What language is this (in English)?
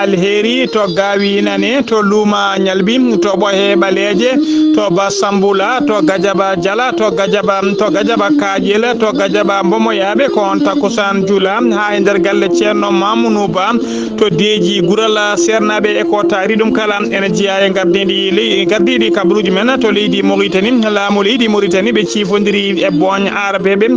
Fula